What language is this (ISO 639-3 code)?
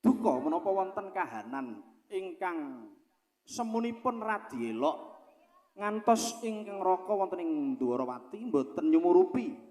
jav